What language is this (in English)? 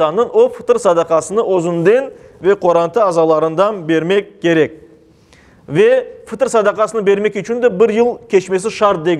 Crimean Tatar